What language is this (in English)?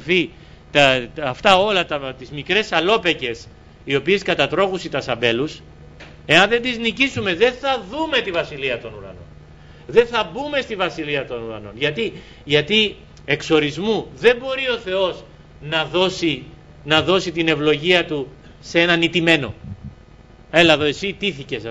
Greek